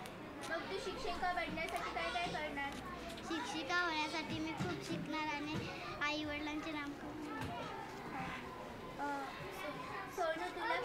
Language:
Marathi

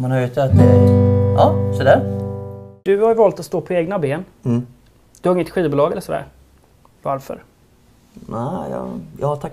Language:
Swedish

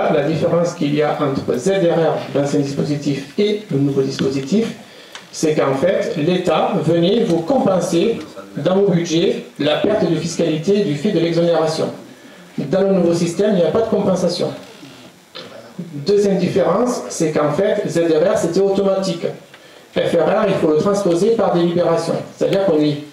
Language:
French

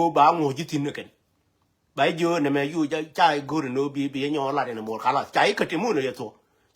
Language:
Nuer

